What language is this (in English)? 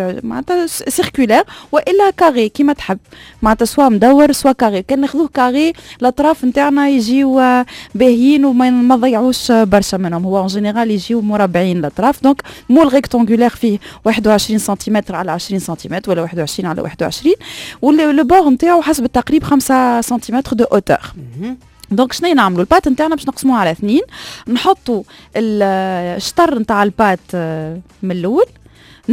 Tunisian Arabic